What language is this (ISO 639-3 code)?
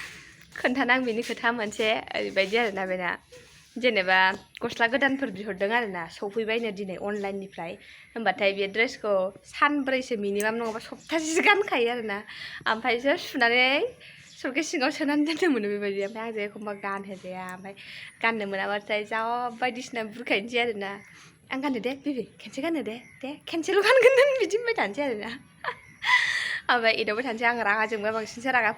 brx